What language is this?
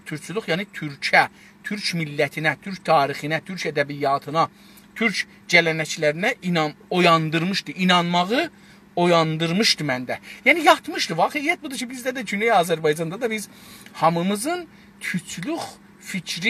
South Azerbaijani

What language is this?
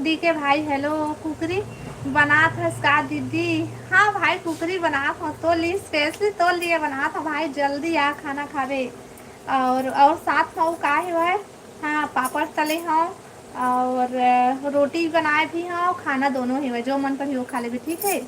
Chhattisgarhi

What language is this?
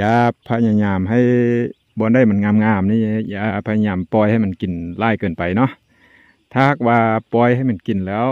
Lao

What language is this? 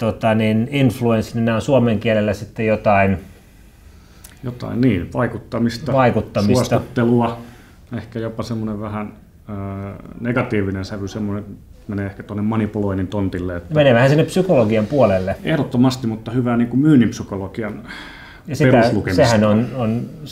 Finnish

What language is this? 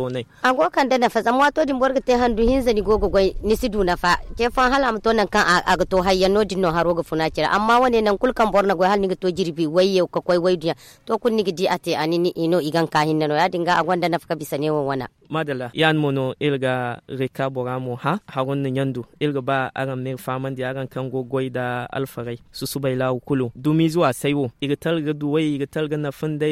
Zarma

